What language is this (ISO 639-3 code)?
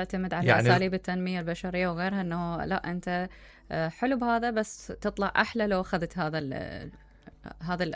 acm